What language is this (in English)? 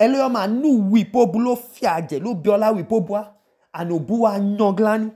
Idoma